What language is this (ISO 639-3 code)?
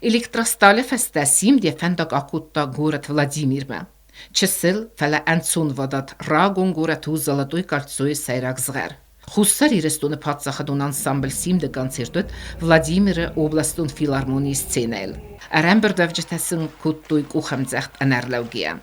oss